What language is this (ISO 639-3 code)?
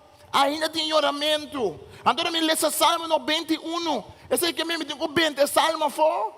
pap